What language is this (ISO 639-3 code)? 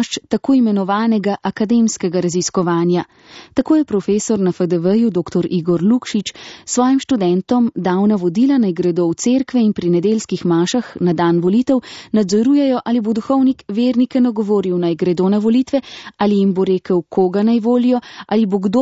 slv